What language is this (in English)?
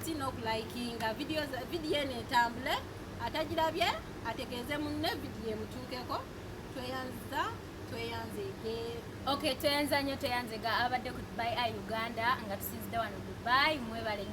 Ganda